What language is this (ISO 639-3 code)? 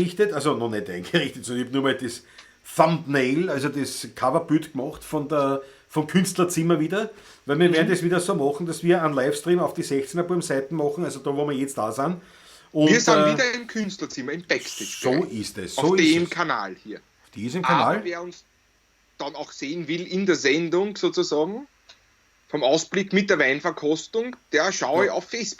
bar